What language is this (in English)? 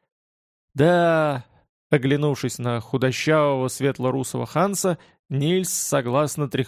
Russian